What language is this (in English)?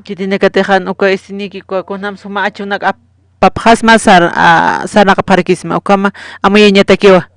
Aymara